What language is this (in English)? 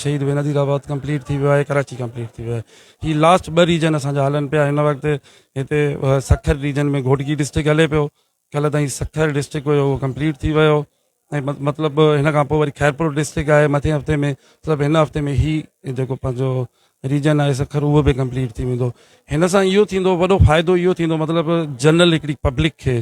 Sindhi